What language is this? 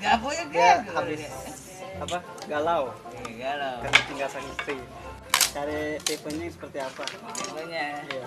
Betawi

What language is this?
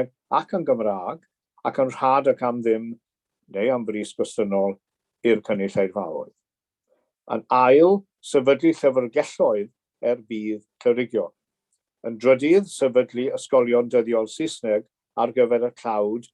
Welsh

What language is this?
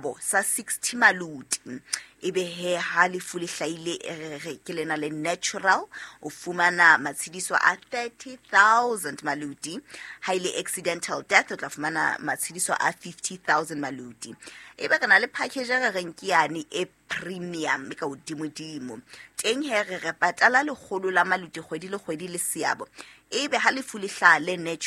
Southern Sotho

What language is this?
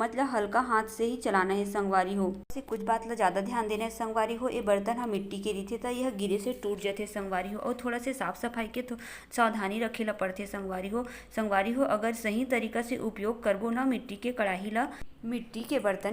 Chhattisgarhi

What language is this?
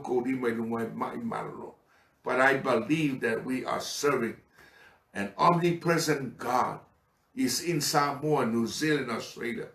Samoan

